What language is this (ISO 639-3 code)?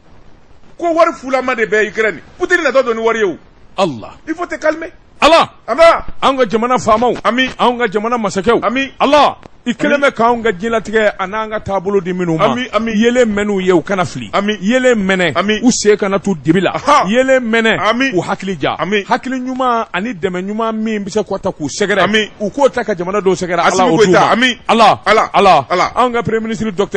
bam